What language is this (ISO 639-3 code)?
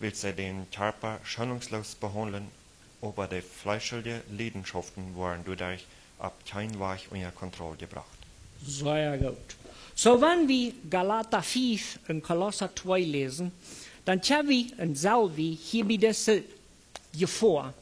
pdt